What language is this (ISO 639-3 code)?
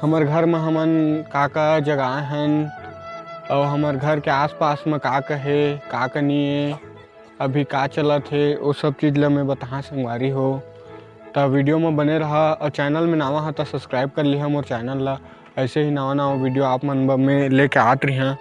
hne